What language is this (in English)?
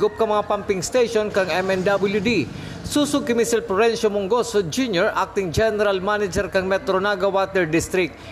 Bikol